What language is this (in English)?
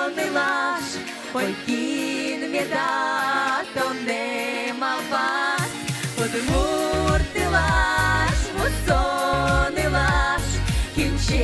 Udmurt